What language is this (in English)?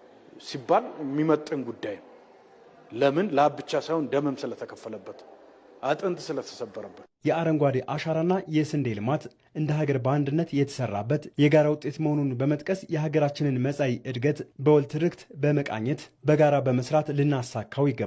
Amharic